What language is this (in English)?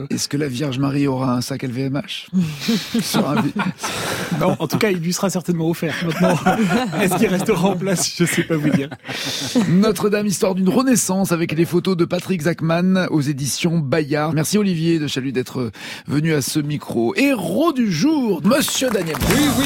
French